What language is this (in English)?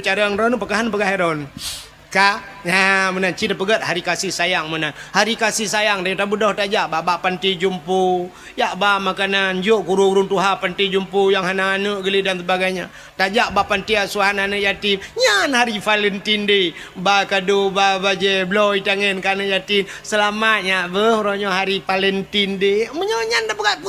Achinese